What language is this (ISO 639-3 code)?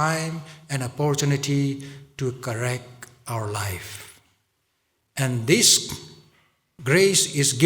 nmf